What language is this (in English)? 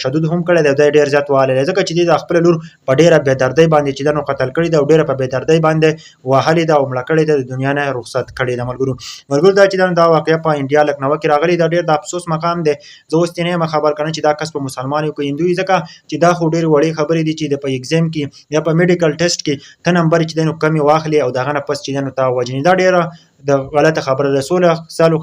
Pashto